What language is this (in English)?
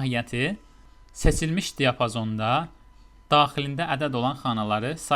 Azerbaijani